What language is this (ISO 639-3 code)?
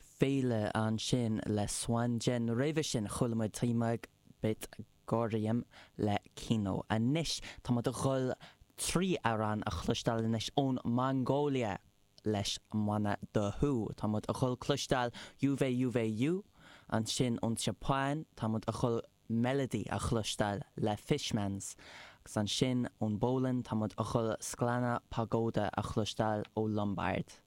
gle